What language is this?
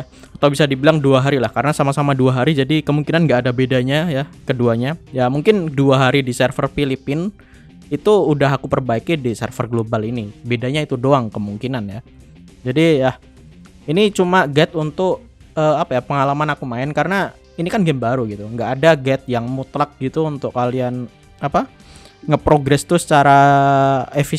Indonesian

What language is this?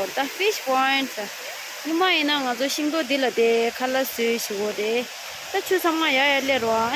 Tibetan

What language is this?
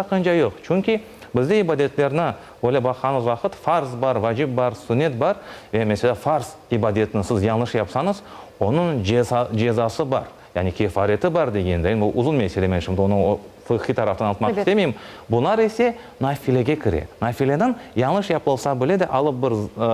Crimean Tatar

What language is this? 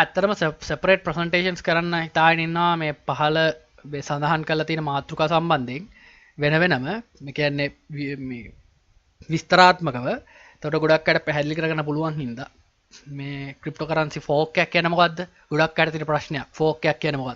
Sinhala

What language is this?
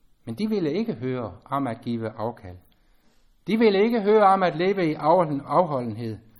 Danish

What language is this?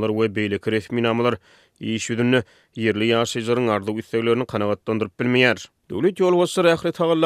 Turkmen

